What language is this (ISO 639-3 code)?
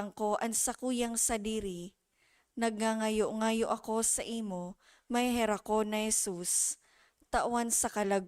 bik